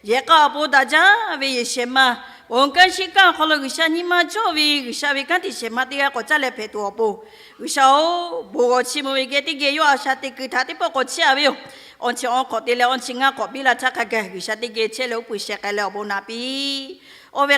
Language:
Lahu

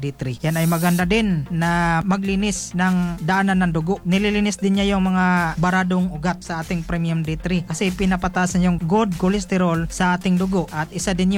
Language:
Filipino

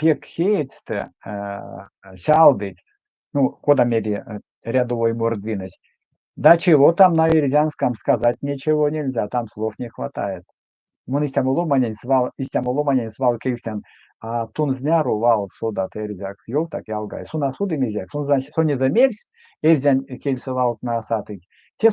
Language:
Erzya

